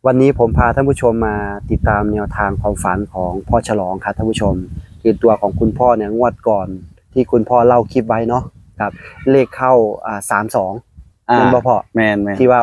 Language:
Northeastern Thai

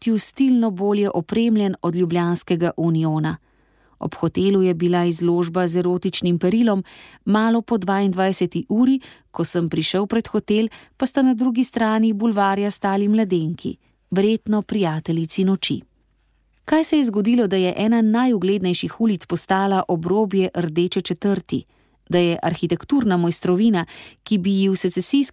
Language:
Slovenian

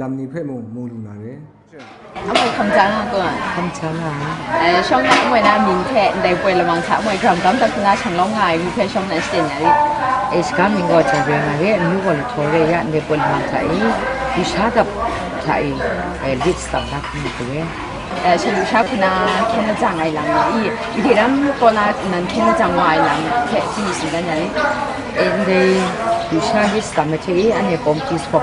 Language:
Kachin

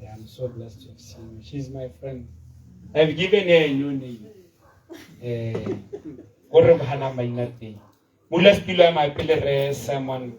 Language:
Tswana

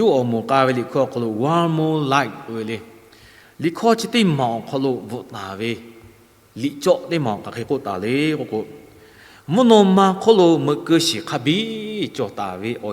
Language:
Lahu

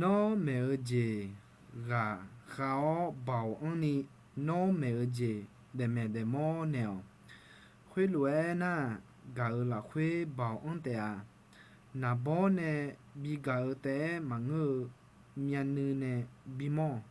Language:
Akha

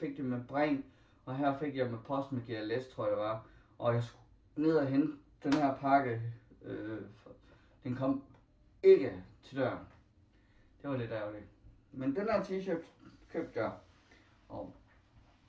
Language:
Danish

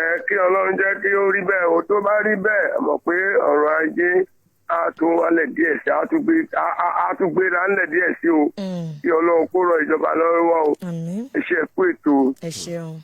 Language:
Yoruba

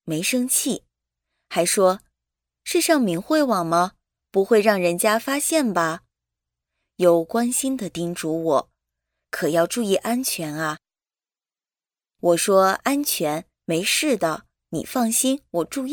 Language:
Chinese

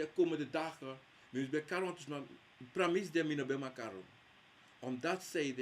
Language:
Sranan Tongo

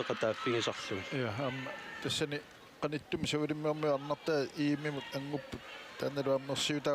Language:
Kalaallisut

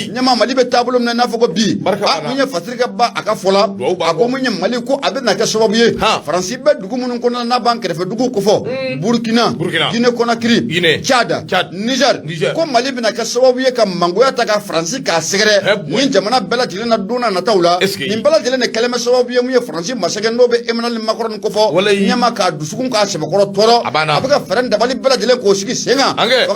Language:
Bambara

